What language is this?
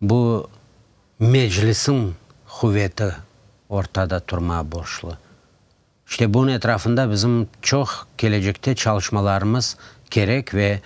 Crimean Tatar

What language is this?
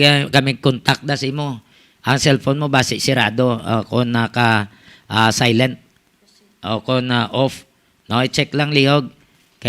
Hiligaynon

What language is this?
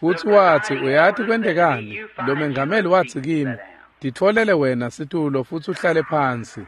Swati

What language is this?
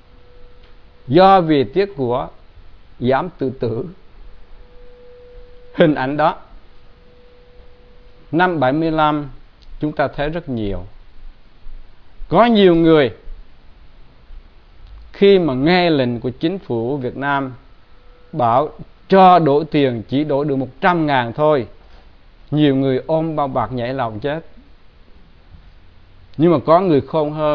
Vietnamese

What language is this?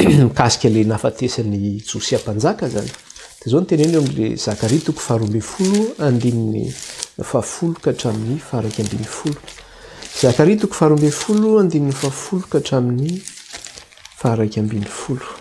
Malagasy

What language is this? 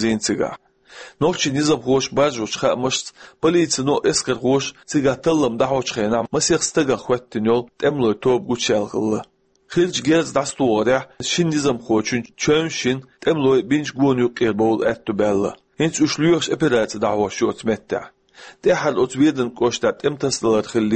Chechen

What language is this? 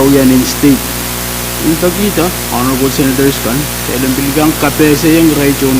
Pohnpeian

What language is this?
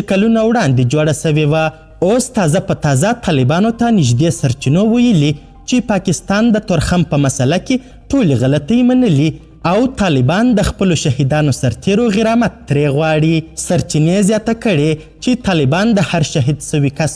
Pashto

